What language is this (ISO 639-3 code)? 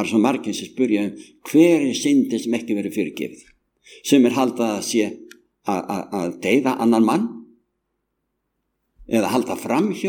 isl